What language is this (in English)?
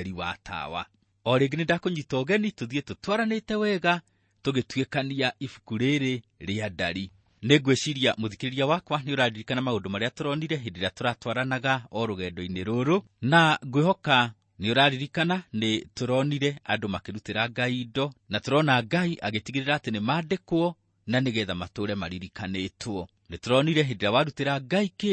Kikuyu